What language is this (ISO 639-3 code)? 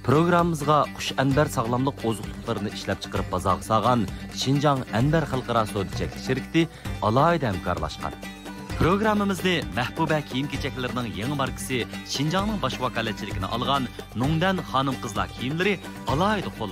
uig